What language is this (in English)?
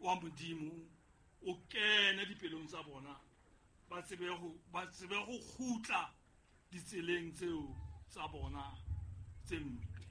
Southern Sotho